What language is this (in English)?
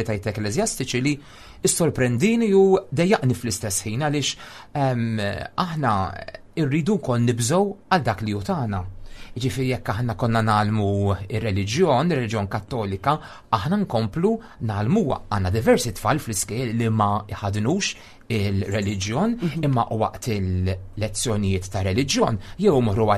Maltese